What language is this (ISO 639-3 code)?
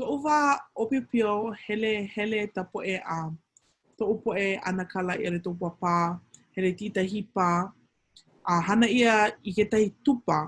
haw